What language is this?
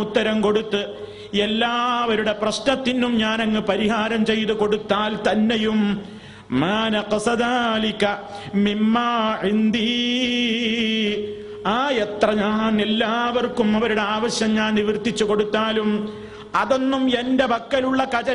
Malayalam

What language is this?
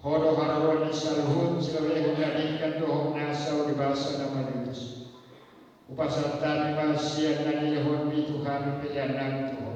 Batak Toba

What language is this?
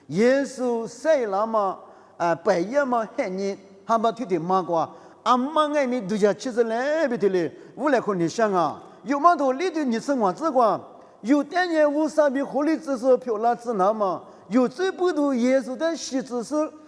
Lisu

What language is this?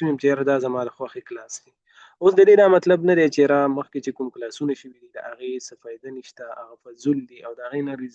Pashto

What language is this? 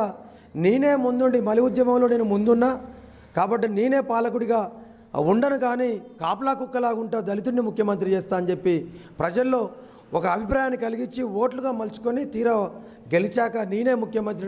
Telugu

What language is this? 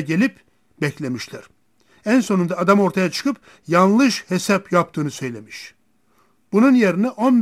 Turkish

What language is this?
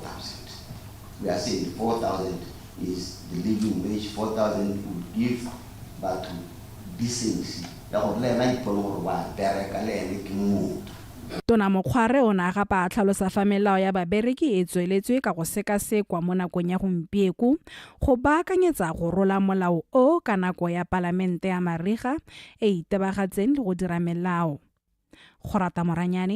Tswana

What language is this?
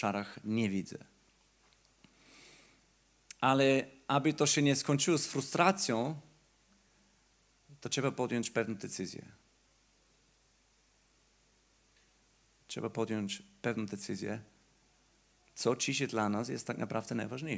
Polish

